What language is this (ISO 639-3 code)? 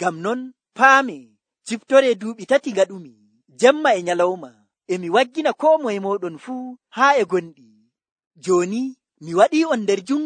fuv